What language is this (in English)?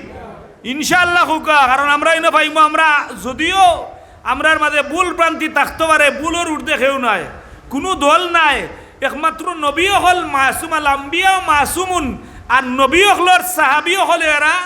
Sylheti